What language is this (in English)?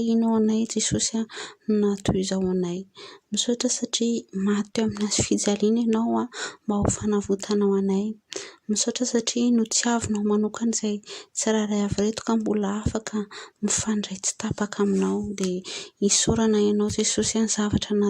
Malagasy